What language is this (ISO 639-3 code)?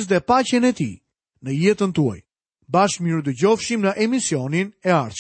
sqi